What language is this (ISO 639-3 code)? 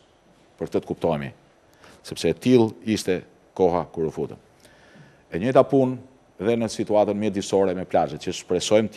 sqi